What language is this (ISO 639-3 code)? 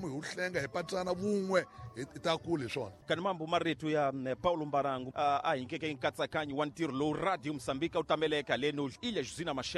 tso